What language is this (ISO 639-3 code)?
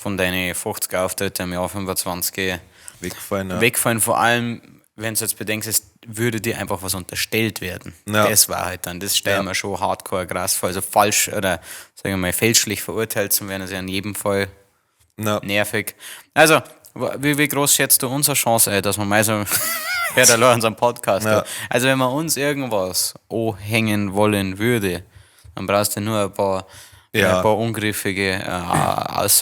bar